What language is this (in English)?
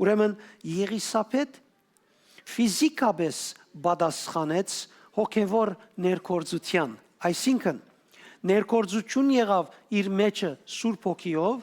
Western Armenian